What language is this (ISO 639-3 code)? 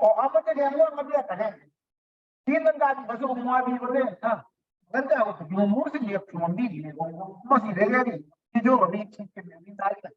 kln